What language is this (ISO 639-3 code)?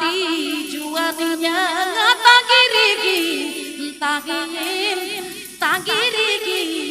sat